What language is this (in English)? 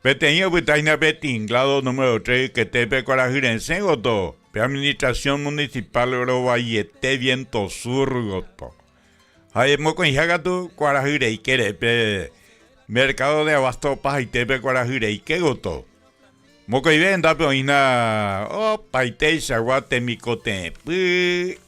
Guarani